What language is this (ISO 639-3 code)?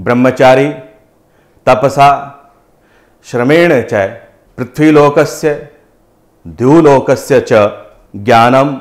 san